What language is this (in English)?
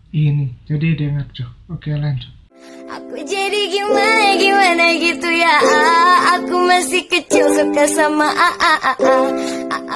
Manado Malay